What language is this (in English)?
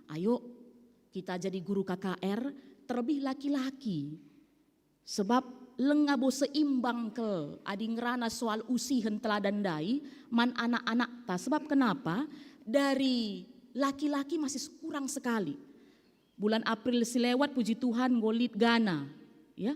Batak Karo